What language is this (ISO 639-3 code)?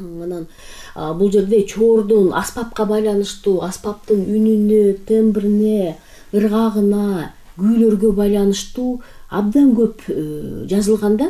kir